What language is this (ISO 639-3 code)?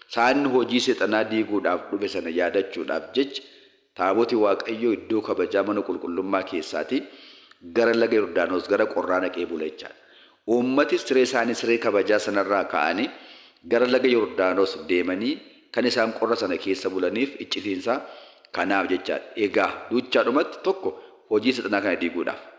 orm